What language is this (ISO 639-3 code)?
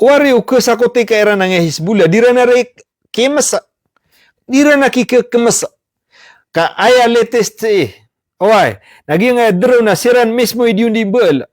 mrw